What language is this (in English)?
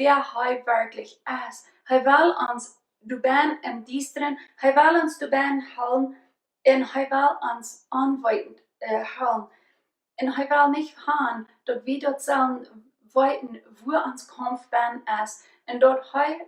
Plautdietsch